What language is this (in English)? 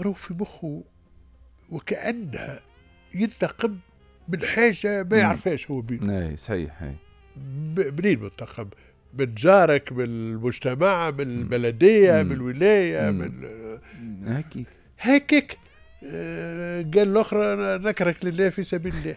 Tunisian Arabic